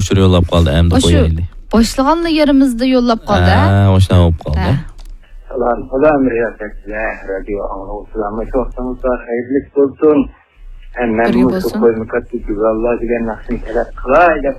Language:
Uyghur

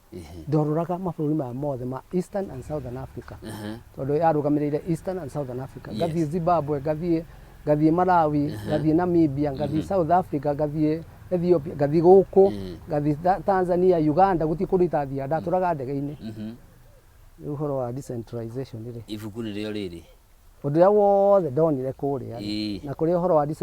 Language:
Kikuyu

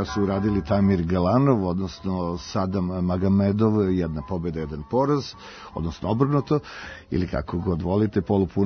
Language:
Serbian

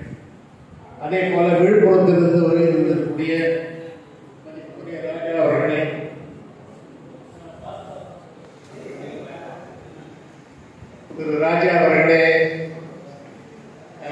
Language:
Tamil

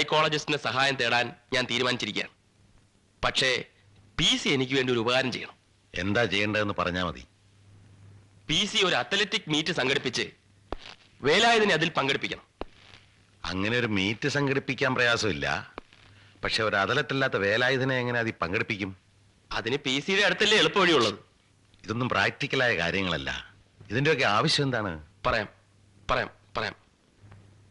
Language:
Malayalam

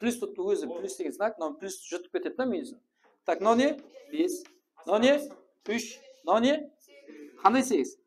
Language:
Kara-Kalpak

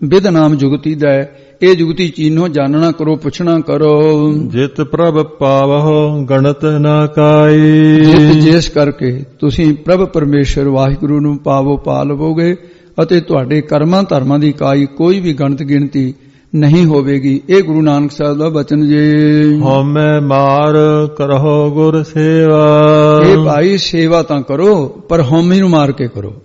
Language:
Punjabi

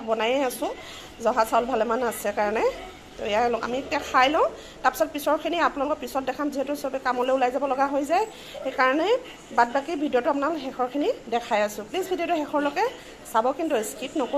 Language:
Assamese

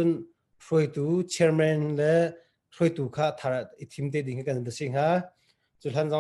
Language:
Hakha Chin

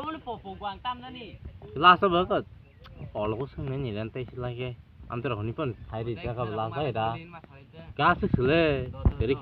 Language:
Kok Borok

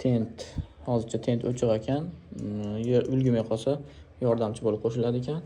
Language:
Uzbek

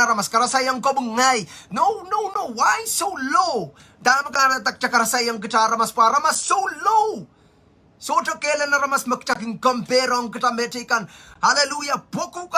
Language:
Pohnpeian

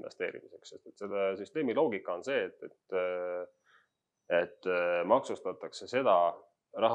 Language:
Estonian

